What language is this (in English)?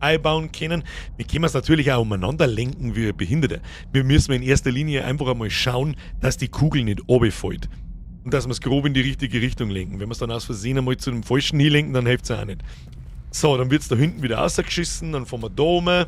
Bavarian